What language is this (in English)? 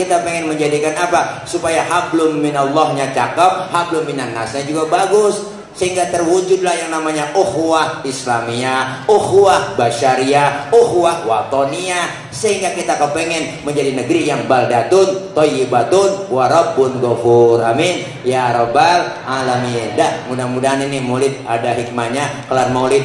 Betawi